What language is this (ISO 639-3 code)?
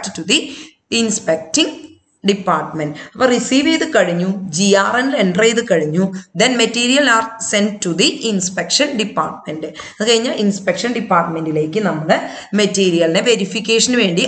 mal